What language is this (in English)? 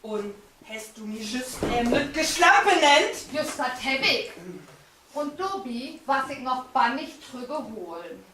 Low German